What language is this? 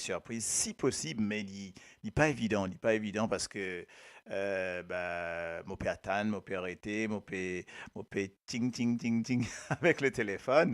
Morisyen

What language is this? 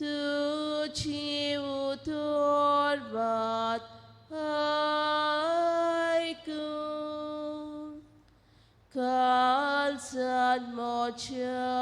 Konkani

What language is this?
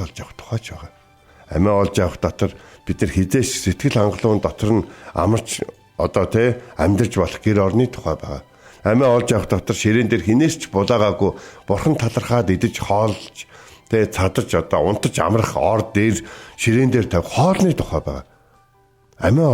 Mongolian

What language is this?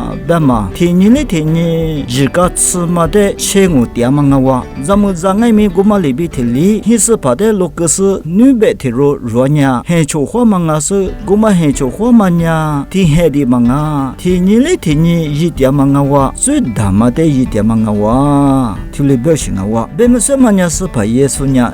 Lisu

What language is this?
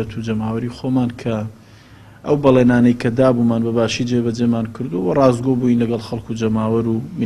Central Kurdish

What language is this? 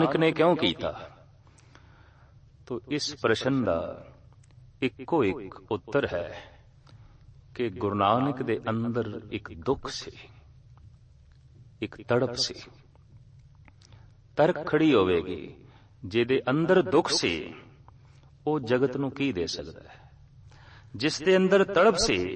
Punjabi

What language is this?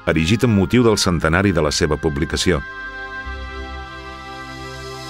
Catalan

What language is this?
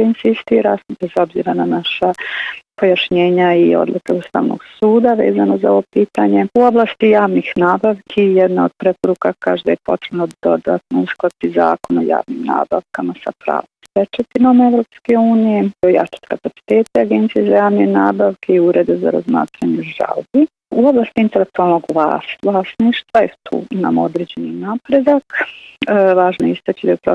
Bosnian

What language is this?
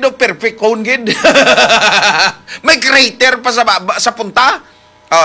Hiligaynon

